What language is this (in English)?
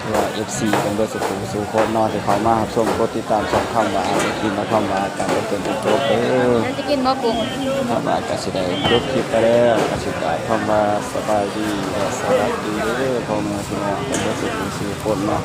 Northeastern Thai